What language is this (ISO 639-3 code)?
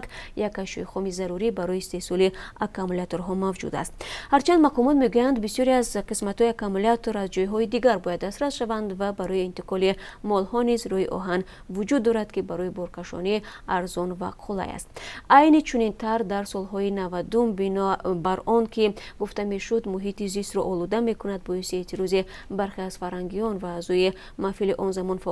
tgk